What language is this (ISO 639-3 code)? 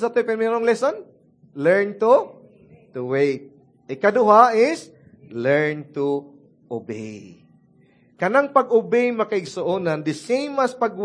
ceb